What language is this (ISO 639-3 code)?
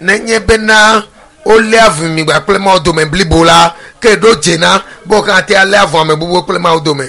ewe